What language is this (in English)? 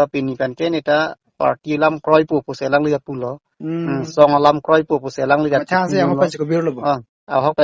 Karbi